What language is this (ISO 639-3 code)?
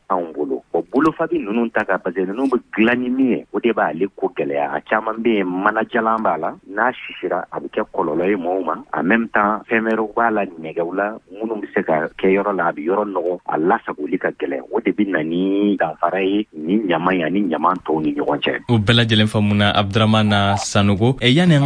bam